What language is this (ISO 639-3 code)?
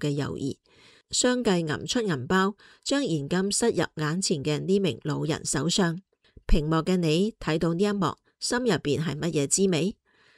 yue